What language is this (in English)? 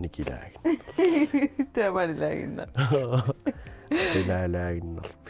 Kalaallisut